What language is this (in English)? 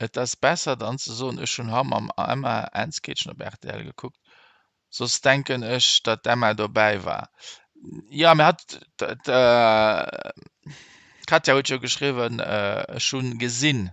Luxembourgish